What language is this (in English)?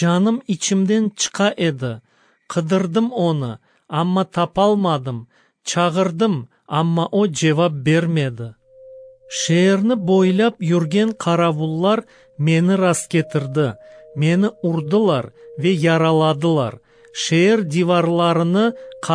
Kyrgyz